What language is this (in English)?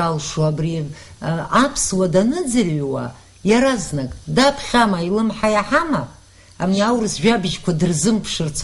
Abkhazian